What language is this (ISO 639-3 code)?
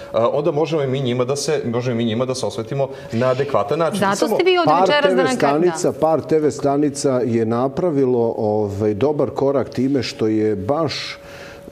srp